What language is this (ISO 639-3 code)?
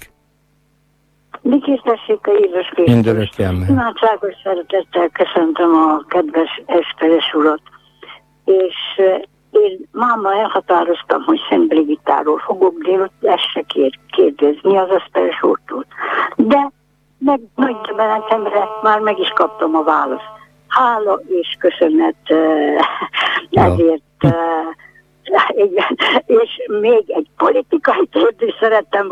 hun